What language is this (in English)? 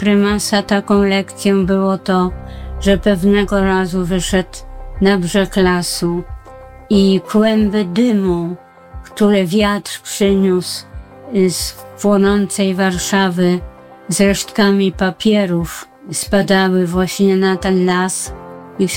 Polish